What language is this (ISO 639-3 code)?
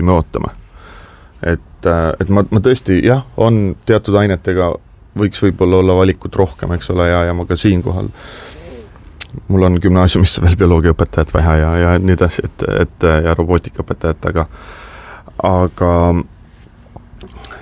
est